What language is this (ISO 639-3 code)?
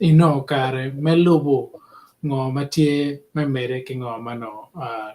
ach